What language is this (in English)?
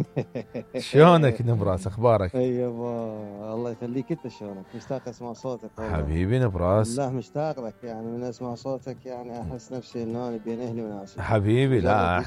Mesopotamian Arabic